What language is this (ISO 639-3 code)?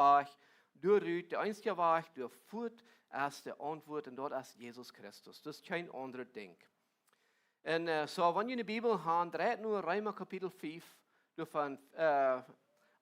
pdt